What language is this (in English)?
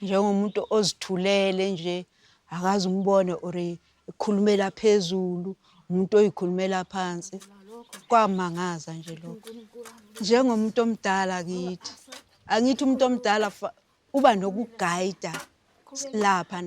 Zulu